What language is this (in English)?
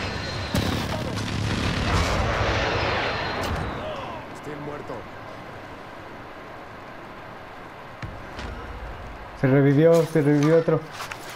Spanish